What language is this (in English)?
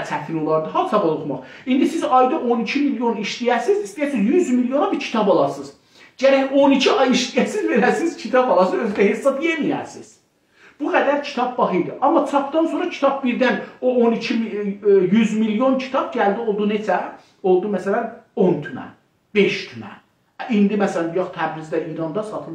South Azerbaijani